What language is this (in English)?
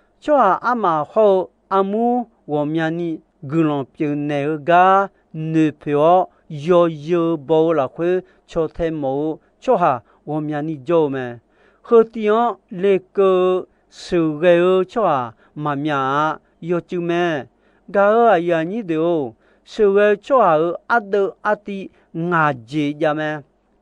Akha